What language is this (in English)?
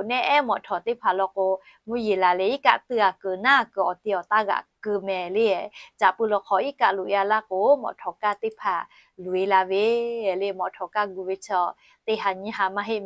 Lahu